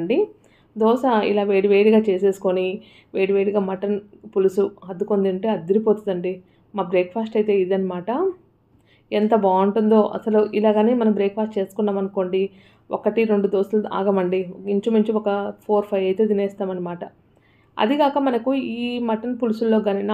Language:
Telugu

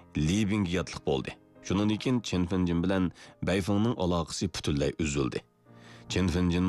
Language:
Uyghur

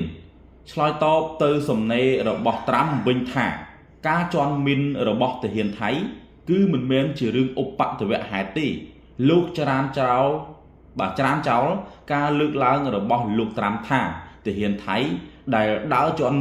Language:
Khmer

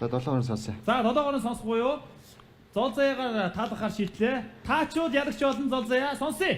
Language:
Mongolian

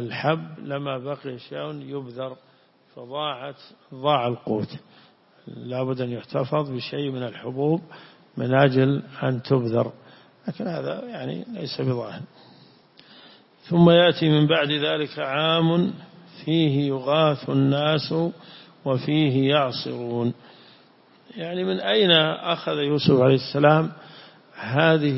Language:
Arabic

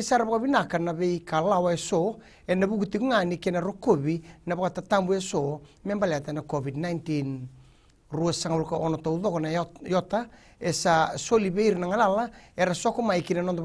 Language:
Fijian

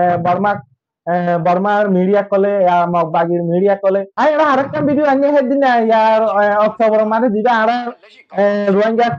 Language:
Rohingya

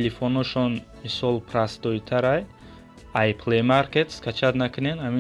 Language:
Tajik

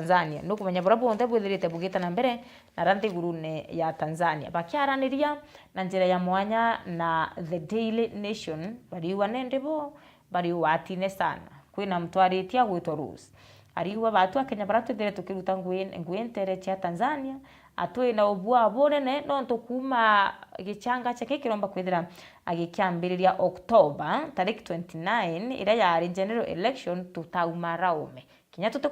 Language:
Meru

